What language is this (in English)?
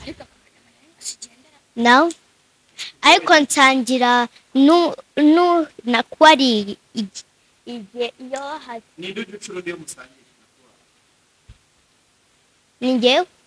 Kinyarwanda